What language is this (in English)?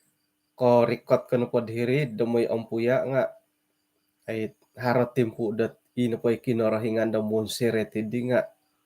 Central Dusun